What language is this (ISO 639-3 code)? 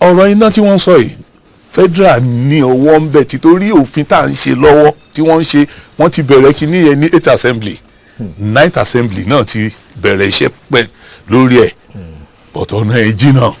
yor